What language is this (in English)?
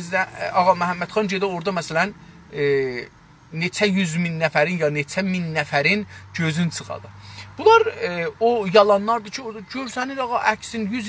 South Azerbaijani